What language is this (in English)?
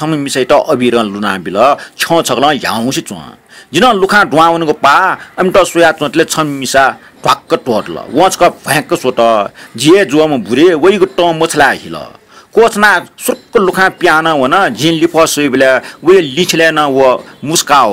Newari